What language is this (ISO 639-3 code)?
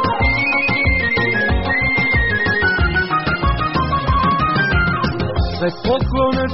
hrv